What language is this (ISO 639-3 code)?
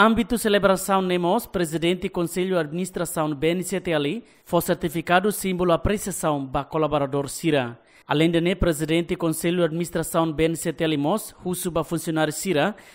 tet